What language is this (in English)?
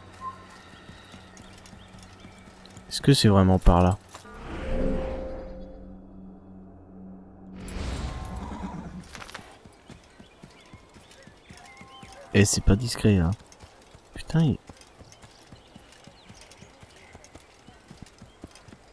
French